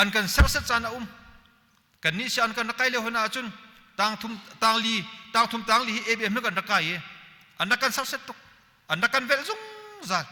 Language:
Hakha Chin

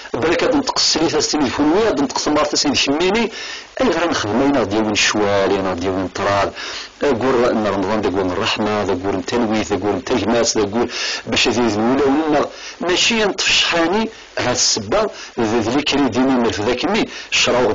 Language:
Kabyle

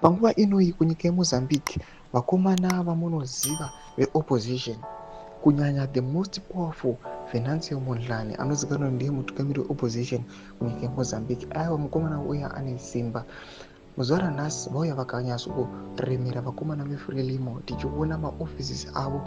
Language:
Shona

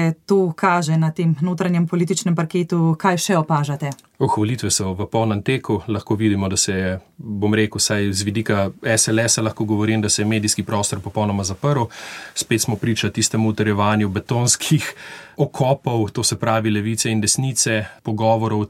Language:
Slovenian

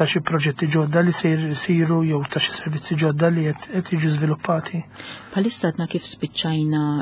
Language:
Maltese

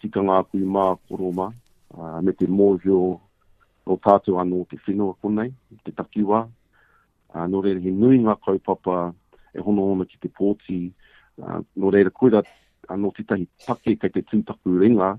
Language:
Māori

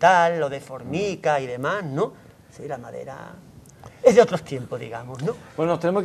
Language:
Spanish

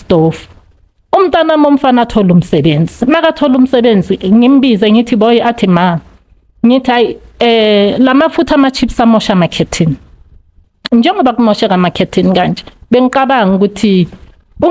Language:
Zulu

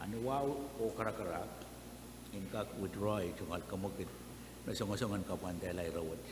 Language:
Pohnpeian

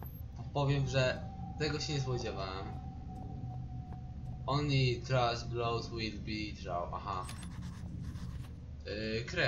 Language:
Polish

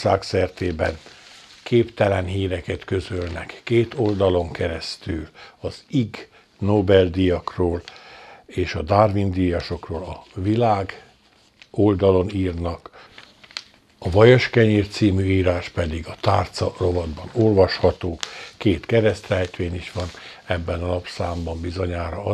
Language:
Hungarian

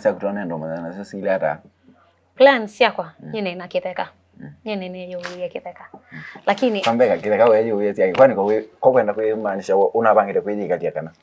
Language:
Kamba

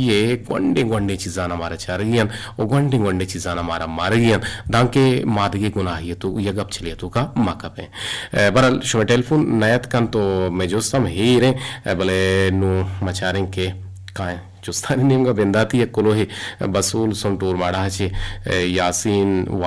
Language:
Eastern Balochi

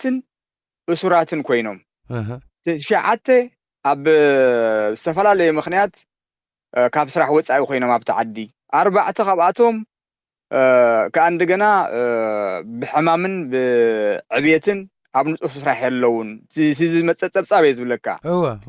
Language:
Tigrinya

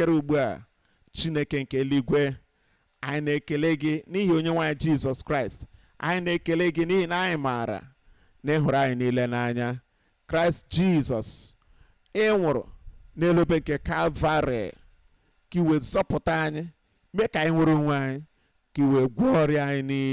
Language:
Igbo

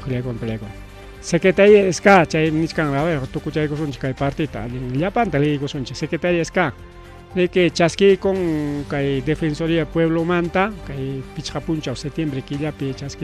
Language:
Ayacucho Quechua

